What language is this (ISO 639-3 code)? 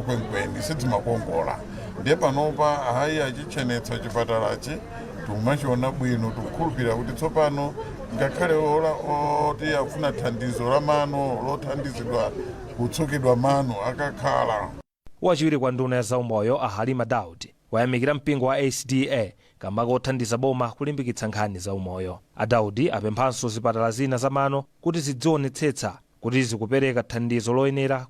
nya